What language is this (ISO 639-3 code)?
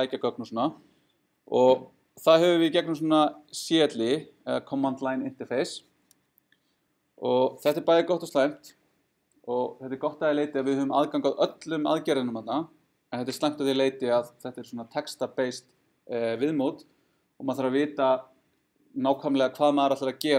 isl